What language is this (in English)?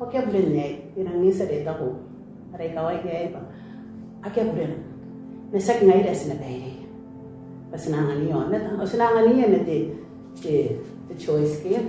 Gilbertese